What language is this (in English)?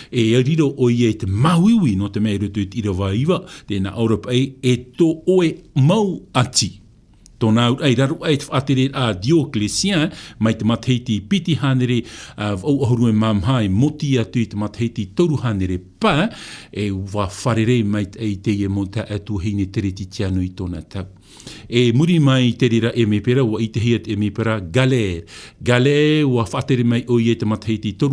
Tahitian